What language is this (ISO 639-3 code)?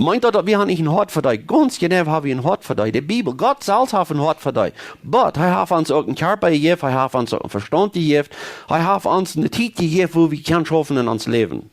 pdt